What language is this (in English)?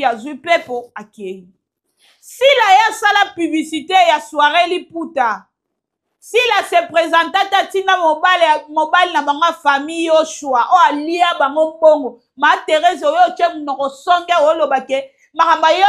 Lingala